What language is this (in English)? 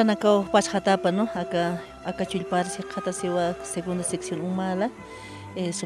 Aymara